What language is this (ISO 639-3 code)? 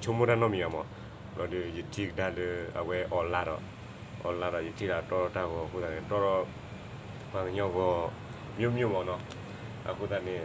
ksw